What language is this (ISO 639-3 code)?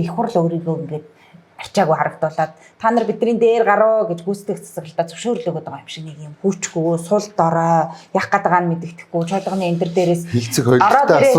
mon